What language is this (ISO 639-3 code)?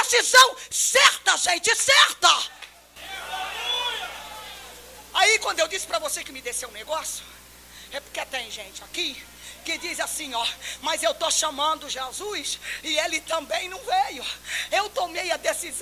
por